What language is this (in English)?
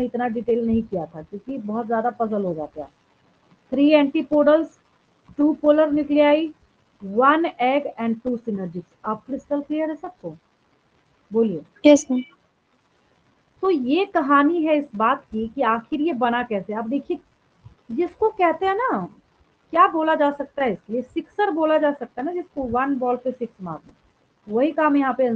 Hindi